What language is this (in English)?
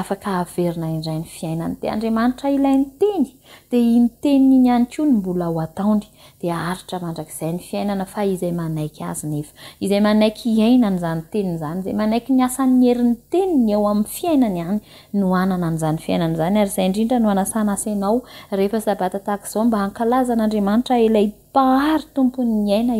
Malagasy